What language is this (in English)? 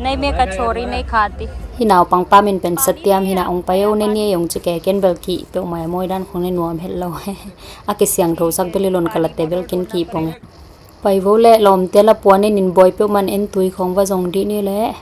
Tedim Chin